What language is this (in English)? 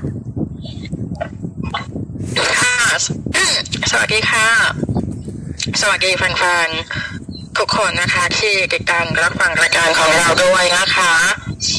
Thai